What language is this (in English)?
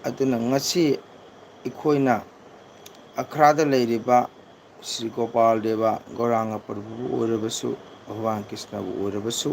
Manipuri